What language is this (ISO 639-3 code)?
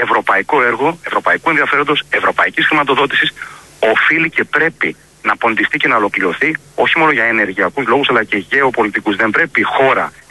ell